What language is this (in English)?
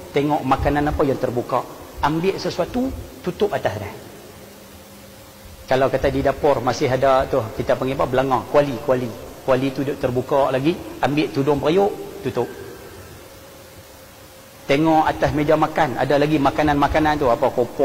Malay